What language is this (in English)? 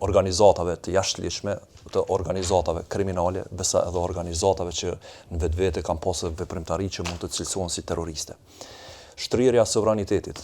Albanian